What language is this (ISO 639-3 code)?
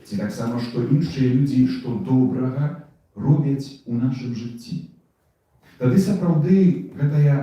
bel